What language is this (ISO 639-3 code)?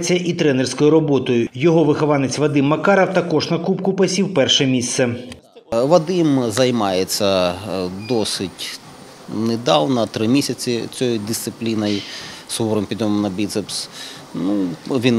ukr